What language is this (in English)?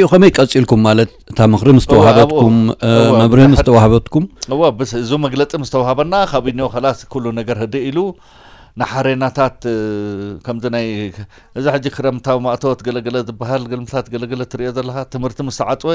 Tigrinya